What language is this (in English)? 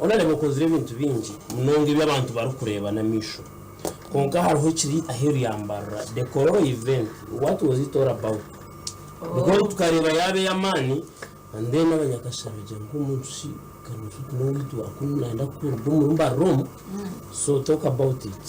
Nyankole